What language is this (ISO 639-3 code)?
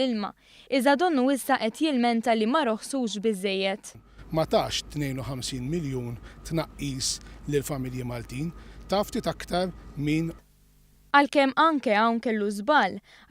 mlt